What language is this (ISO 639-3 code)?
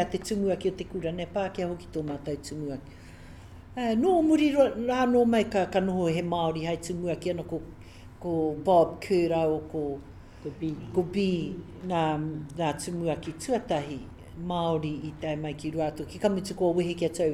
mri